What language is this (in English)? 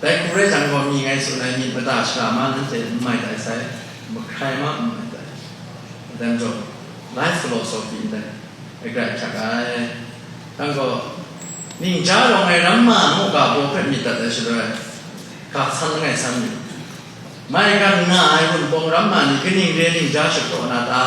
Kachin